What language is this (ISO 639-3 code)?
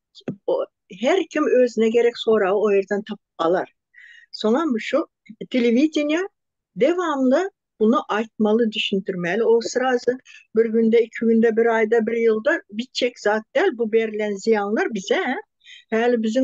tuk